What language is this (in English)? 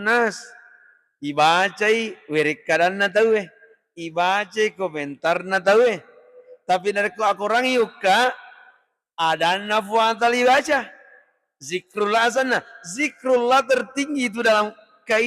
Buginese